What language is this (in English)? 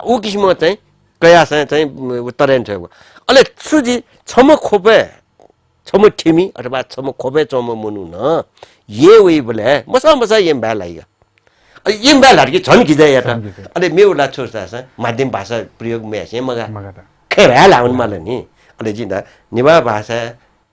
Newari